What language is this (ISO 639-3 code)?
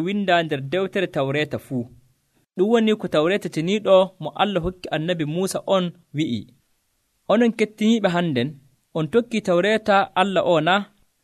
fuv